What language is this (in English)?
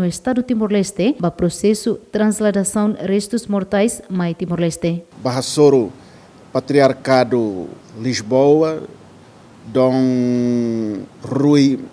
Tetum